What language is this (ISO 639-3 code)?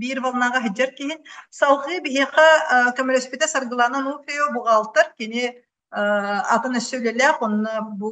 sah